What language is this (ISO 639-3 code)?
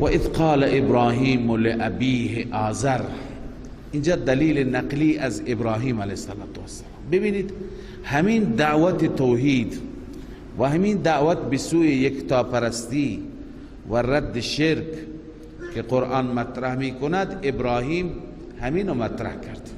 fas